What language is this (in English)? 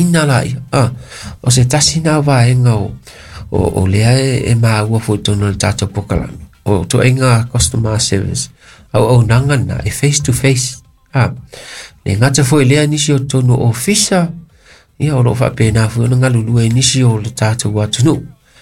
Samoan